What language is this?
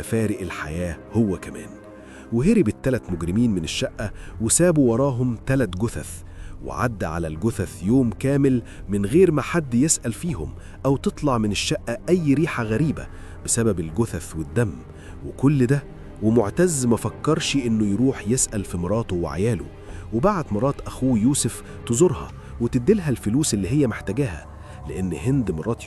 Egyptian Arabic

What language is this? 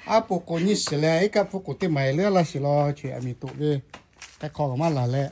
Lahu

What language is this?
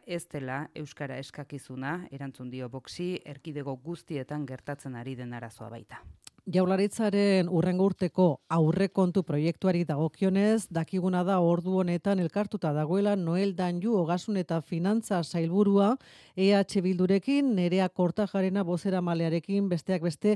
Basque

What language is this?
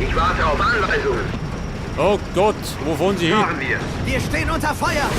Bavarian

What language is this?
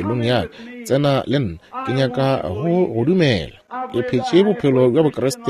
Northern Sotho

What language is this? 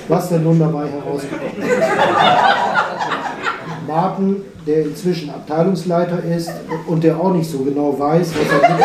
German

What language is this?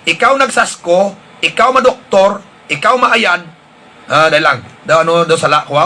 Hiligaynon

